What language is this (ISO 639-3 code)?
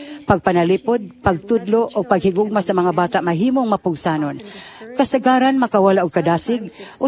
ceb